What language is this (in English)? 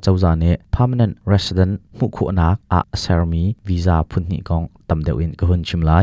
Hakha Chin